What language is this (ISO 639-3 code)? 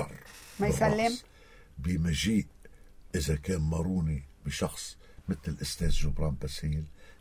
apc